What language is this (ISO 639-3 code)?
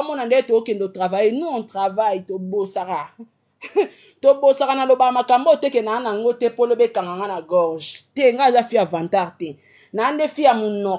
lin